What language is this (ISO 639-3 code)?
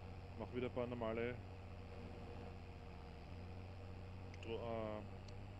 deu